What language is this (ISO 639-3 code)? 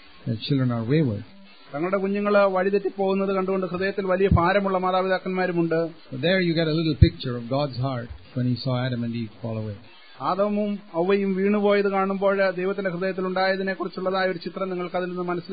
mal